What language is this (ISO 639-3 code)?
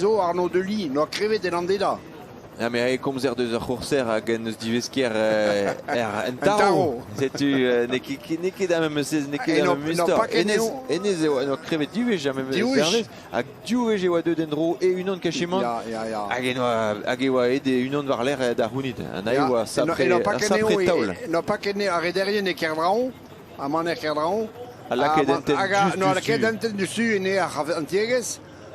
bre